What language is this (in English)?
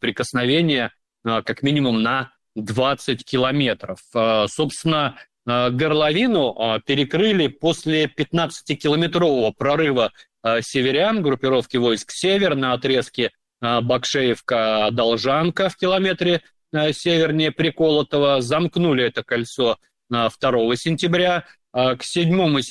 Russian